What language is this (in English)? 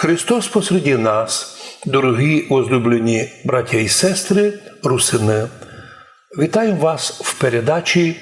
Rusyn